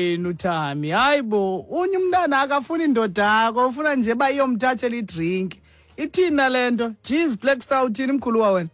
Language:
Xhosa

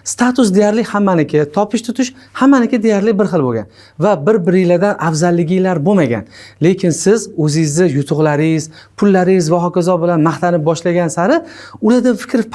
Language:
Uzbek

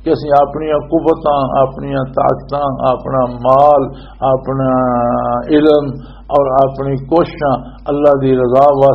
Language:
Western Panjabi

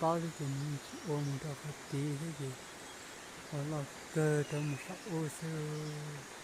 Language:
Hmong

